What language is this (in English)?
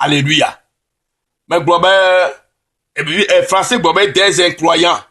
Ewe